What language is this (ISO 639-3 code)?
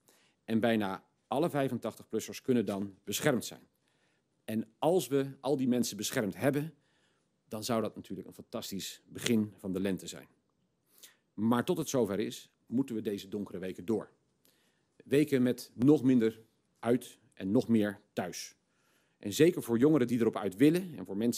nld